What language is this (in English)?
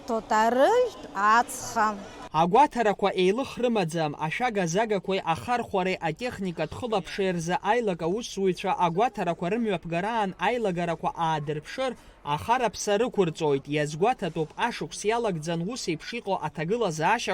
Abkhazian